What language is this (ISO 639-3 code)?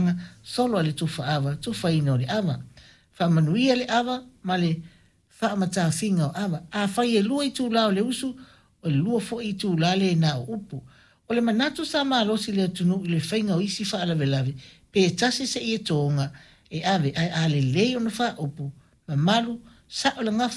smo